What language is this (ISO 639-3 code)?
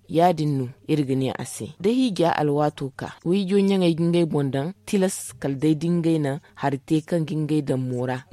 dje